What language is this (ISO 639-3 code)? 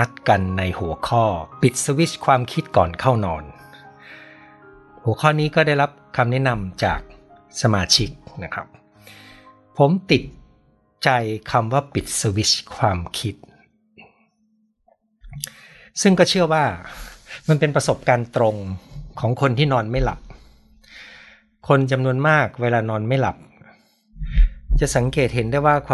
tha